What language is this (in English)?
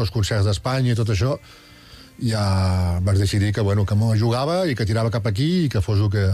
Catalan